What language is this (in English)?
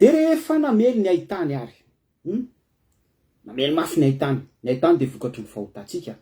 Malagasy